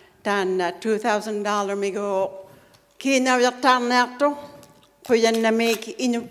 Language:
Inuktitut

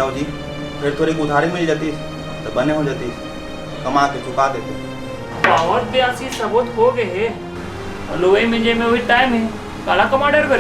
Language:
Chhattisgarhi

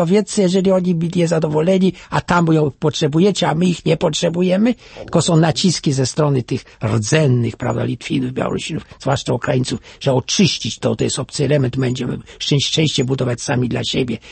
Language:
Polish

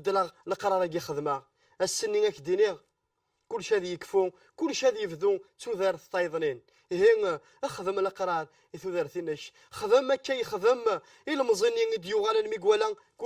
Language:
Kabyle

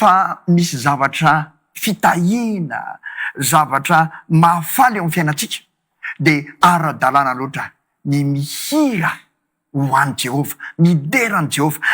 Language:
Malagasy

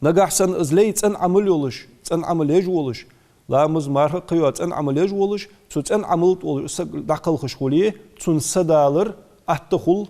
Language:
Ingush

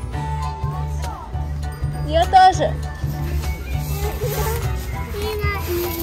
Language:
Ukrainian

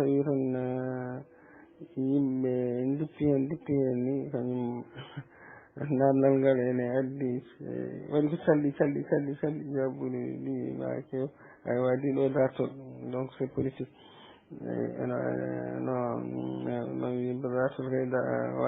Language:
Fula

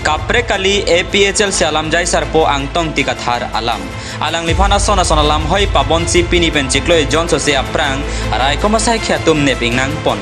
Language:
Karbi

